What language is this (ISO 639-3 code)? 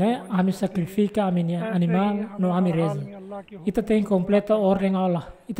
tet